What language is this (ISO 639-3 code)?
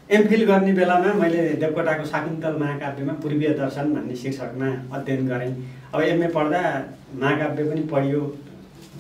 nep